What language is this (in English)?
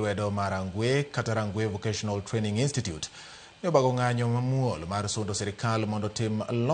Luo (Kenya and Tanzania)